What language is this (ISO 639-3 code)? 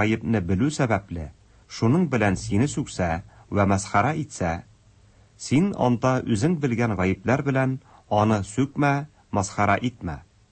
tat